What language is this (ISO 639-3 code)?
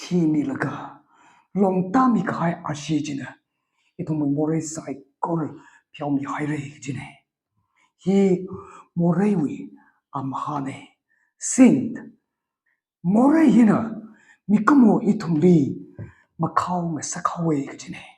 nmf